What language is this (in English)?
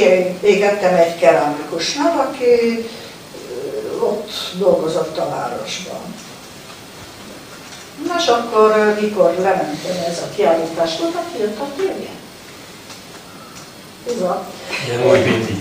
Hungarian